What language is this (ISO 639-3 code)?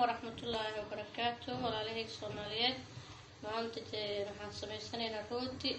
som